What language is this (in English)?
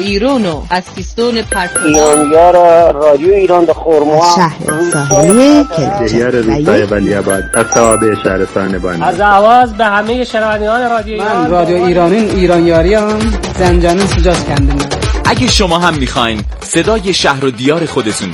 Persian